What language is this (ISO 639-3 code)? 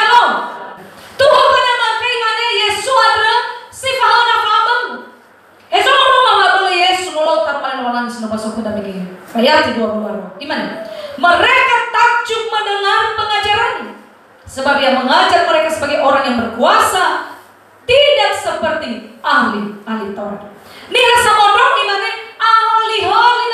nia